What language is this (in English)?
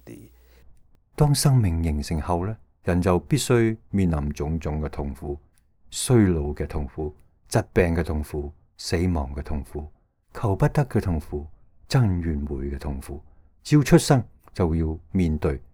Cantonese